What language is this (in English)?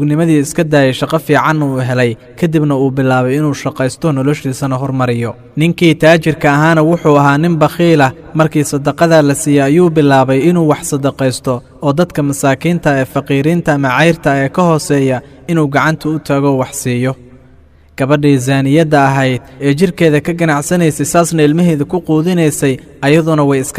Somali